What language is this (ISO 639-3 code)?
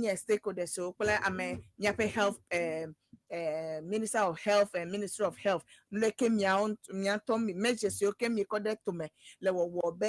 ewe